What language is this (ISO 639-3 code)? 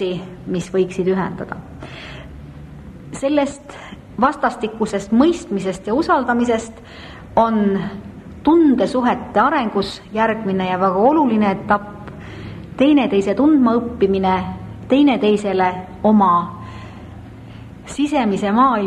est